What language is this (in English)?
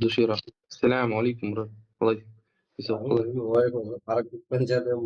Kara-Kalpak